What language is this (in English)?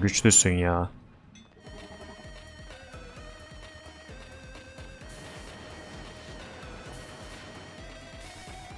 Turkish